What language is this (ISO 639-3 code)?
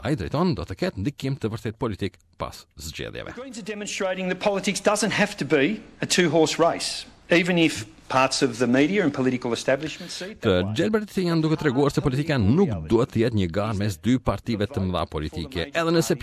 sqi